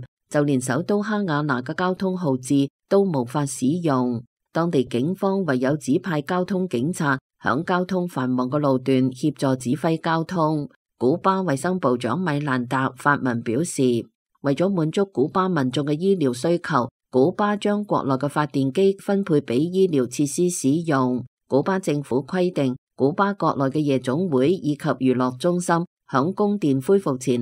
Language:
Cantonese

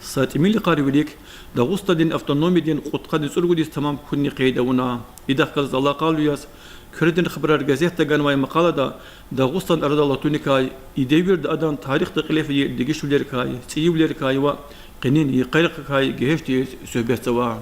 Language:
Lezghian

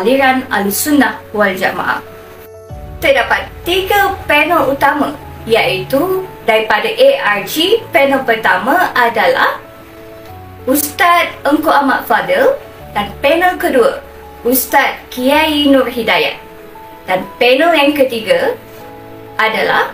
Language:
Malay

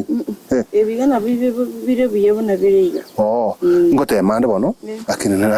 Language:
Gusii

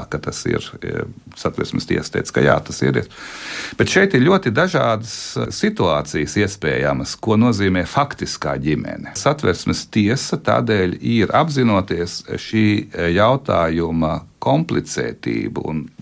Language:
Latvian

